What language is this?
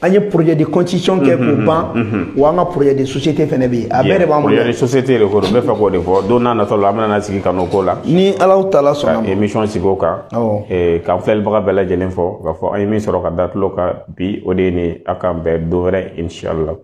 Bambara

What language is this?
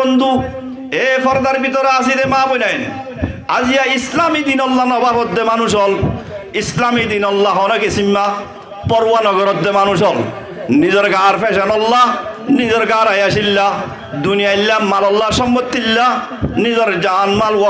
Rohingya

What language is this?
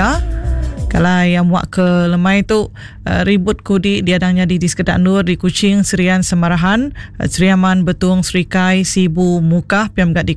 Iban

